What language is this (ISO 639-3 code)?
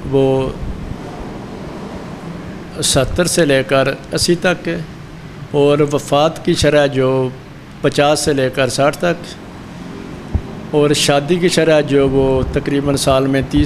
urd